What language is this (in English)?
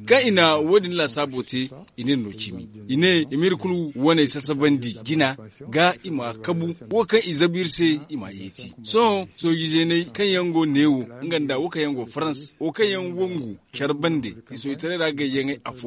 Zarma